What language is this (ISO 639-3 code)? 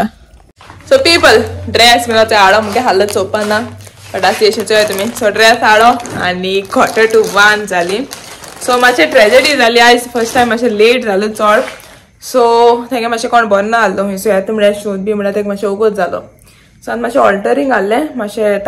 kok